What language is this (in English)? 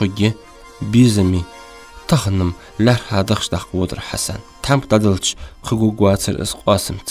Ingush